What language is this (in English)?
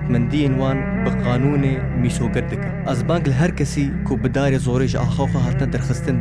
Kurdish